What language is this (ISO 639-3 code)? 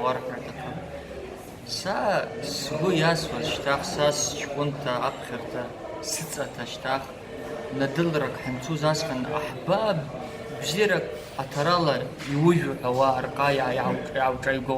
abk